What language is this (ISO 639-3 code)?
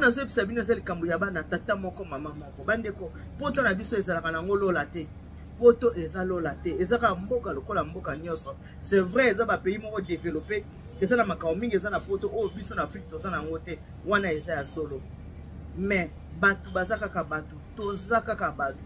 lin